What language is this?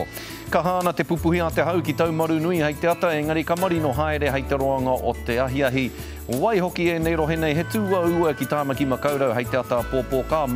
Māori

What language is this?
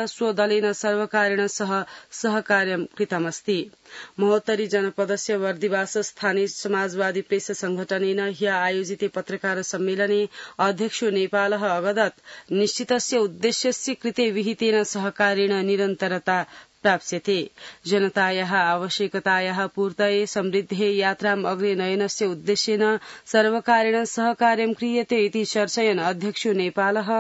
Sanskrit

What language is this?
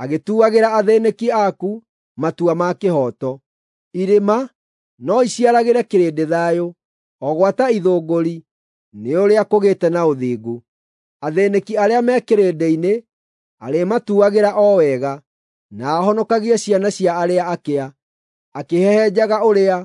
Kikuyu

